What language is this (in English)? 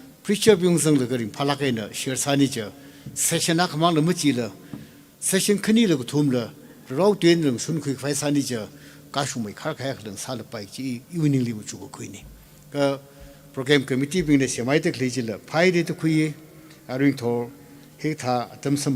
Tangkhul Naga (India)